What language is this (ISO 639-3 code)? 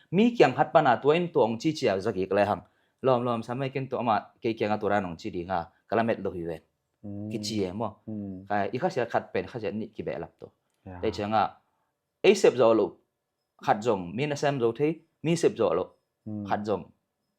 ctd